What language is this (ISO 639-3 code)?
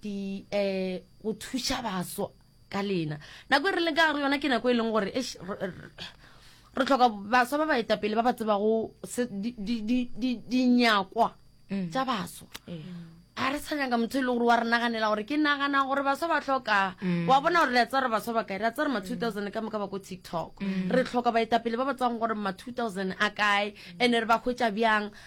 nso